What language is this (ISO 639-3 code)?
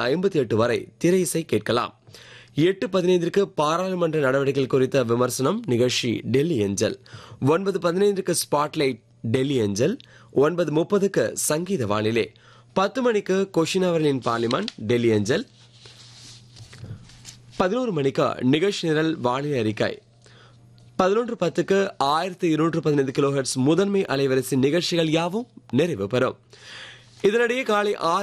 tam